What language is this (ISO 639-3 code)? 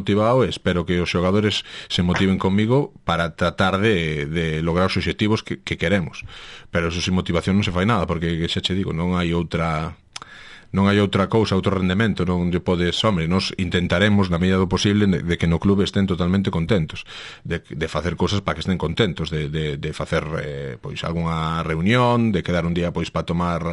glg